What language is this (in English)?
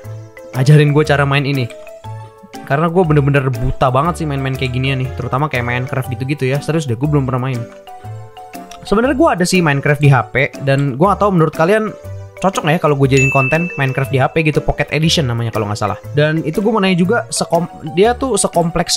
Indonesian